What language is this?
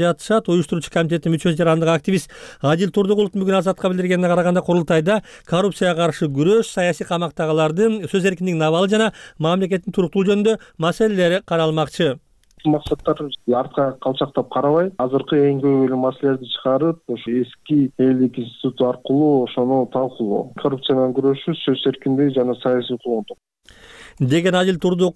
Kyrgyz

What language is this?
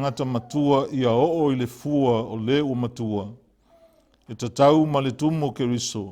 Samoan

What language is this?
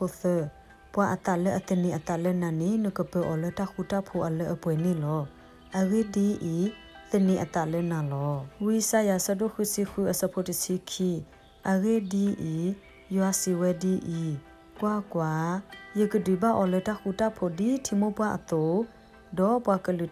S'gaw Karen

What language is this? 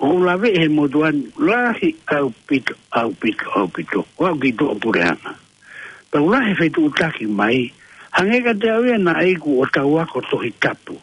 Tongan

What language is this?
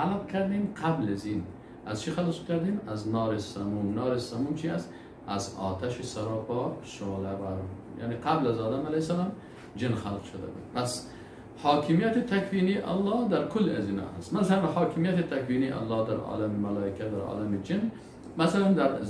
Persian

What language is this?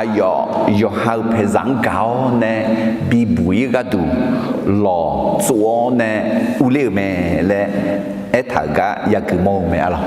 Akha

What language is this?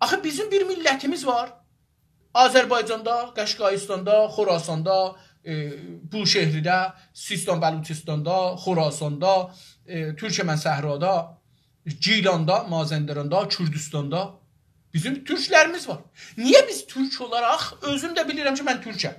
South Azerbaijani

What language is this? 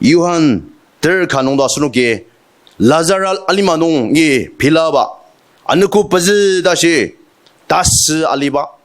Ao Naga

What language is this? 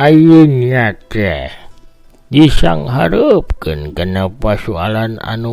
Sundanese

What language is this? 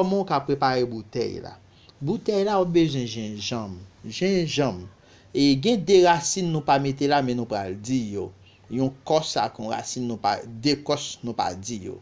Haitian Creole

